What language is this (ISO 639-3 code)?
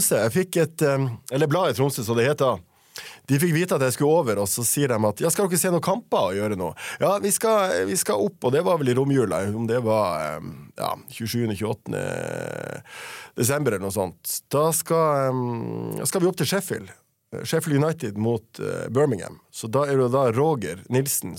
nor